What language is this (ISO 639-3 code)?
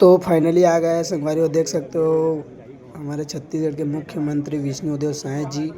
hne